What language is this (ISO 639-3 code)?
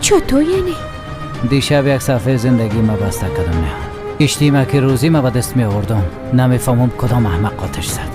fas